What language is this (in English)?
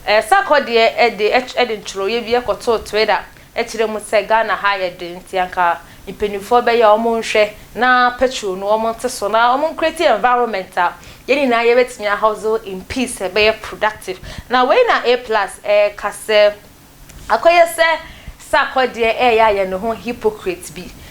Akan